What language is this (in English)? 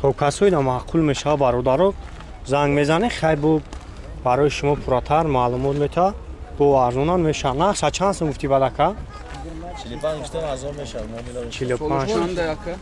Tajik